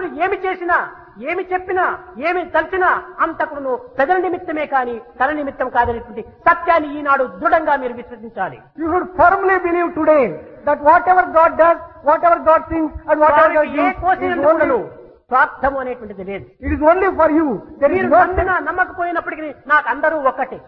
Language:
Telugu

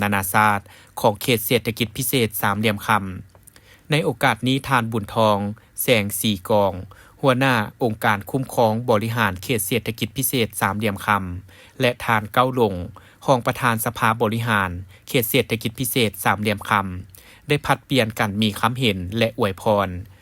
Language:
Lao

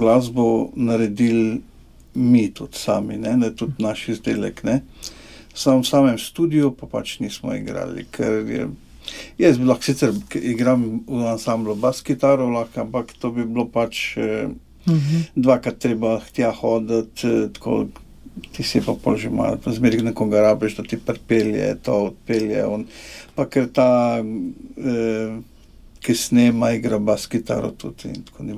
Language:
Slovenian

